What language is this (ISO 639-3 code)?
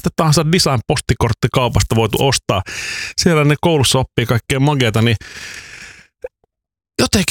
fin